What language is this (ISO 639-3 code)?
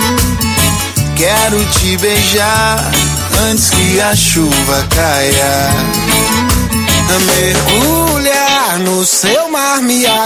por